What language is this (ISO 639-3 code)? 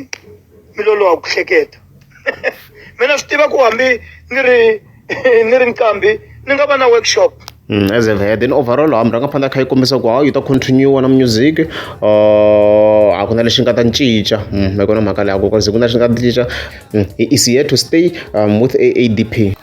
tso